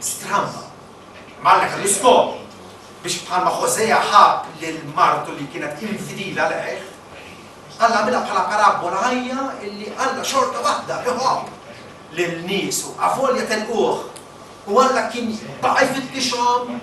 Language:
Maltese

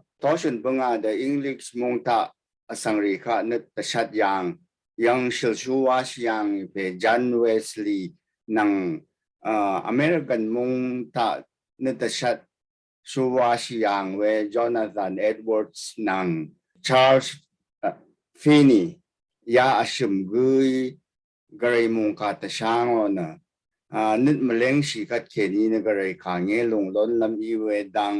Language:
Rawang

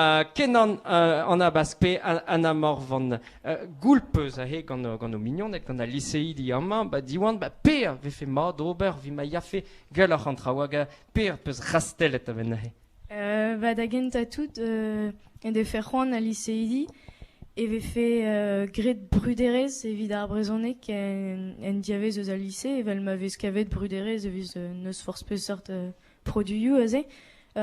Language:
Breton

